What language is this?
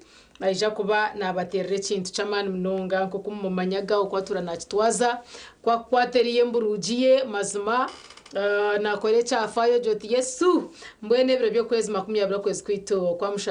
Nyankole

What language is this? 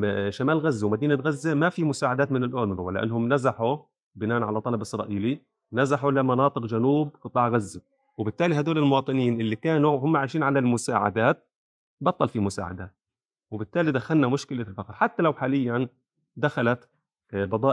North Levantine Arabic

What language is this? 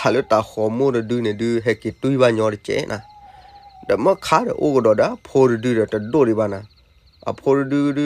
S'gaw Karen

